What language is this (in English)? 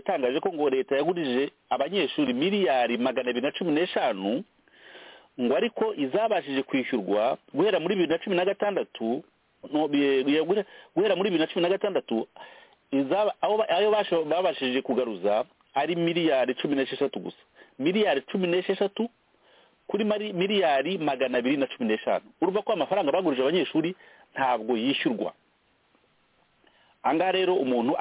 Kinyarwanda